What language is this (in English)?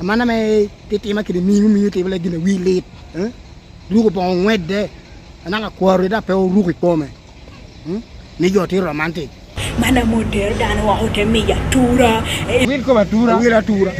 Lango (Uganda)